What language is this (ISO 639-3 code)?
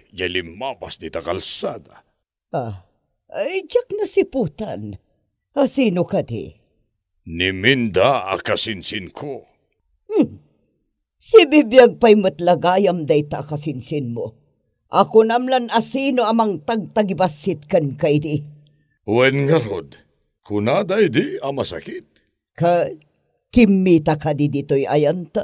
ilo